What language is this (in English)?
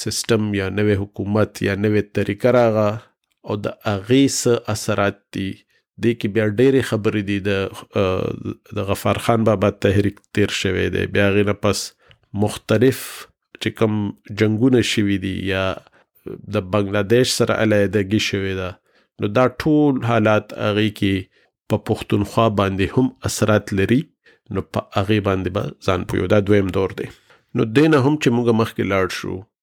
Pashto